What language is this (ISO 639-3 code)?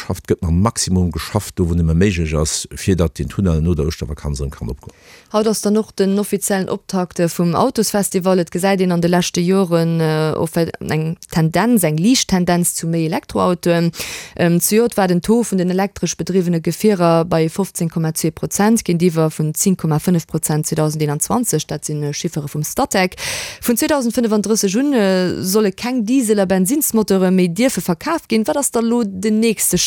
ltz